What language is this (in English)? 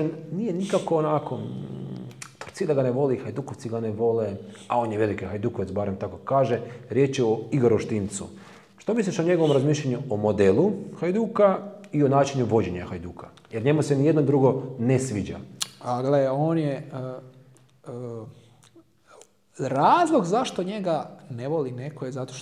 Croatian